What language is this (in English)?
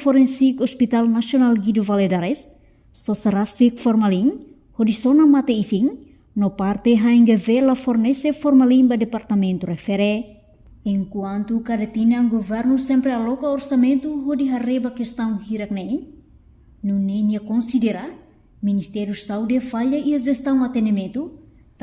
Tetum